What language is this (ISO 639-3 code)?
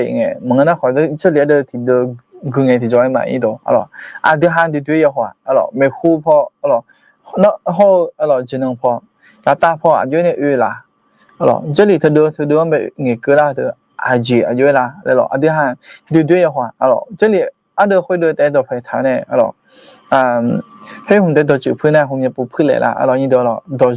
ahk